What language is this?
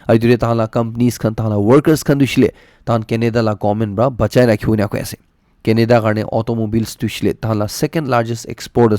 Naga Pidgin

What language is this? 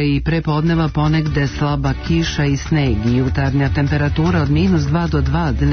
Serbian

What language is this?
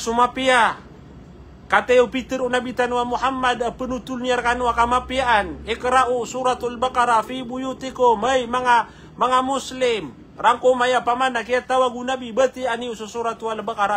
Maranao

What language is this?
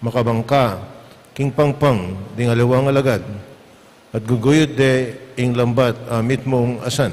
Pampanga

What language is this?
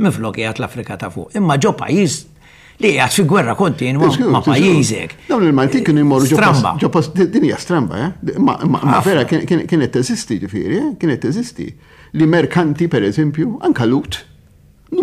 Maltese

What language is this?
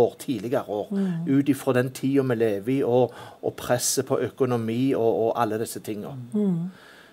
Norwegian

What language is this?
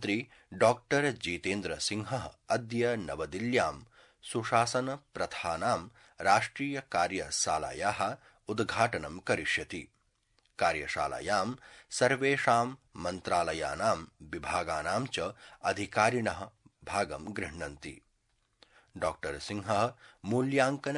Sanskrit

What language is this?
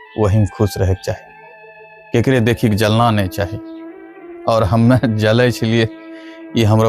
Angika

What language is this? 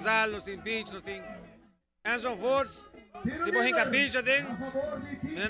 Papiamento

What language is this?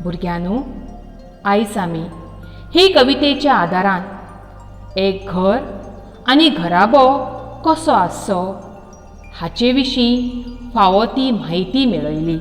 Konkani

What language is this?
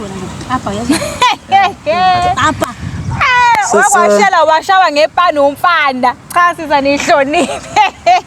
Zulu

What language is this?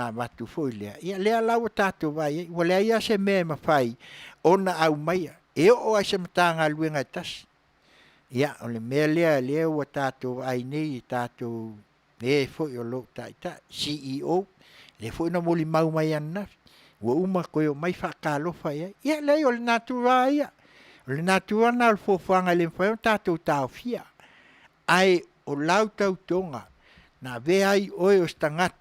Samoan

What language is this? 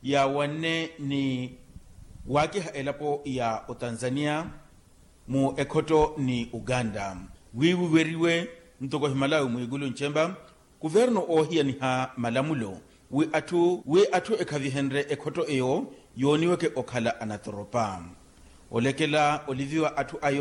Makhuwa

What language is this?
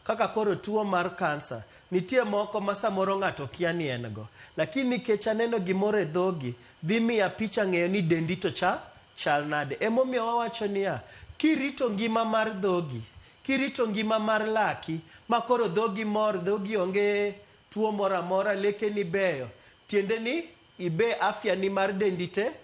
Luo (Kenya and Tanzania)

